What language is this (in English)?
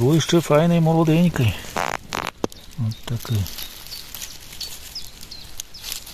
Ukrainian